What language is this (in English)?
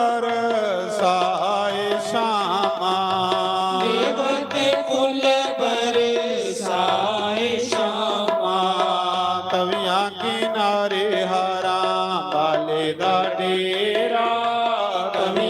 Dogri